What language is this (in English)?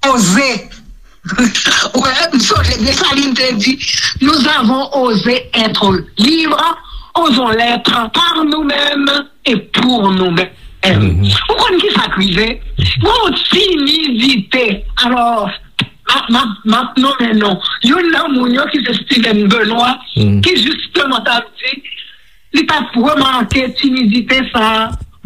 Haitian Creole